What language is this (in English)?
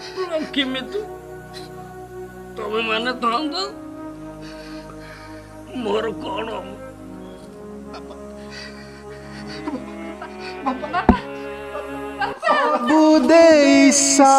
Odia